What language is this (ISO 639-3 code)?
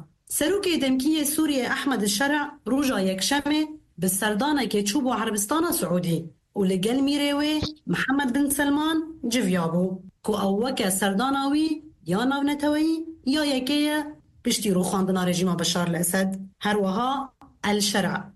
kur